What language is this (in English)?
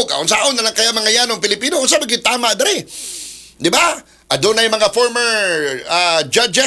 Cebuano